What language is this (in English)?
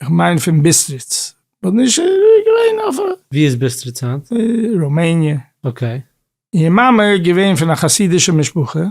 Yiddish